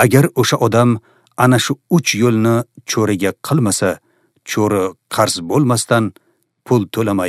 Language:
Uzbek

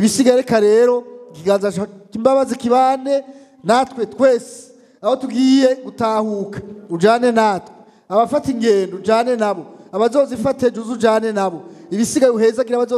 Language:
Rundi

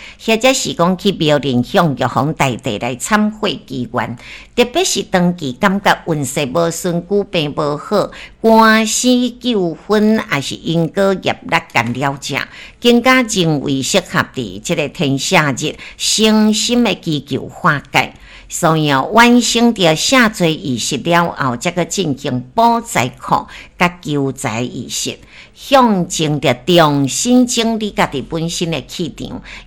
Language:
Min Nan Chinese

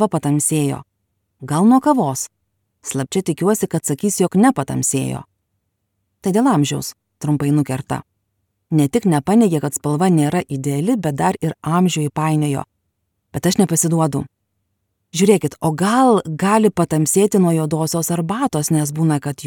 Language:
Lithuanian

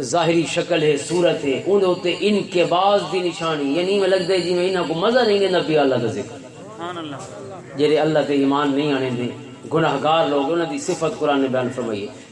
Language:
Western Panjabi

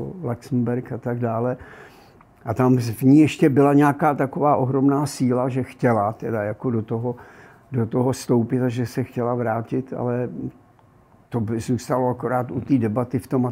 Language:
Czech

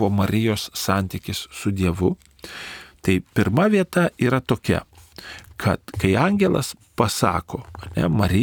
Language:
Lithuanian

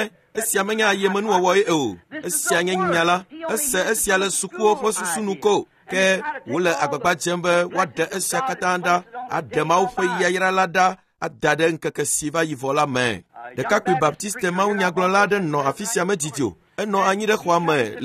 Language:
Ewe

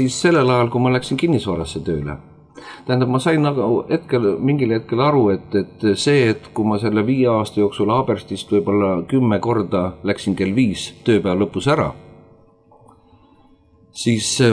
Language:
Estonian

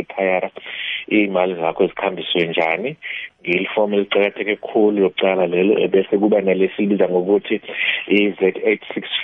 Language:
South Ndebele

